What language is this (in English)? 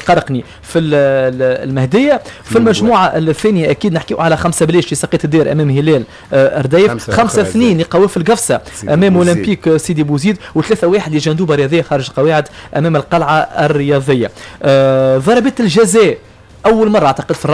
Tunisian Arabic